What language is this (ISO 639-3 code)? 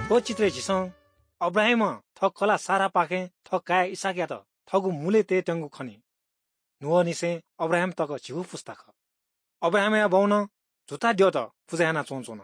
new